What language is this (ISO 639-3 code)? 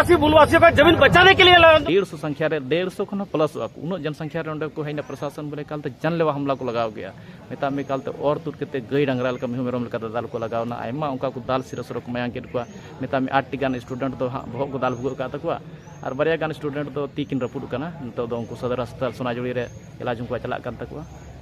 sat